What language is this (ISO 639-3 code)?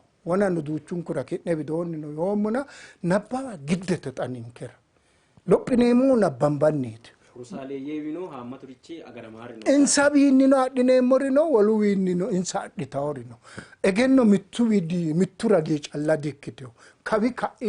sid